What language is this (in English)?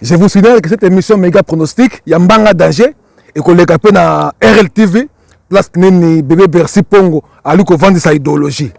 Lingala